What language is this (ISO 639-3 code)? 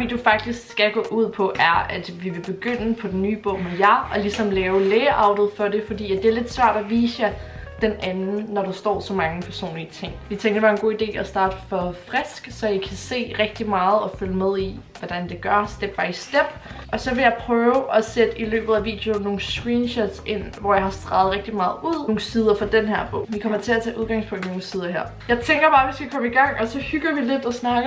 dan